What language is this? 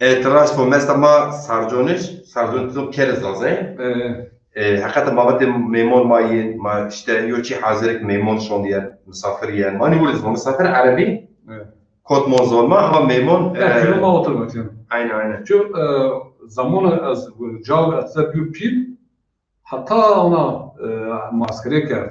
Zaza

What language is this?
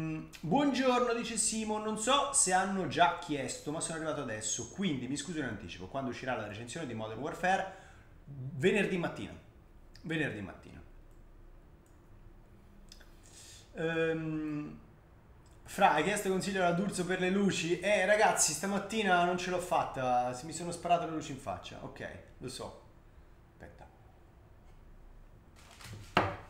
Italian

